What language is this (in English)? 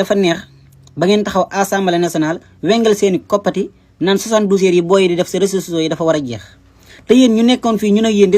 Wolof